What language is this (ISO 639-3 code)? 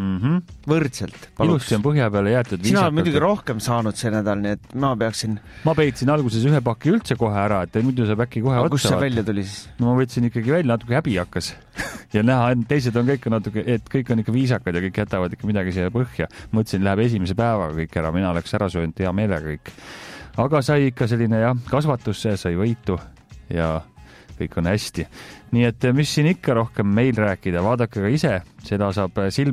est